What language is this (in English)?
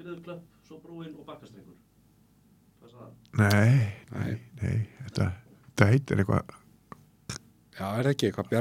Icelandic